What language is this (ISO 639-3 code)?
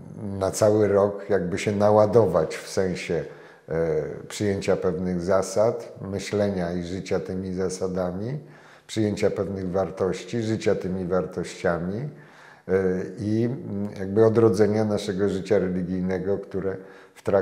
pol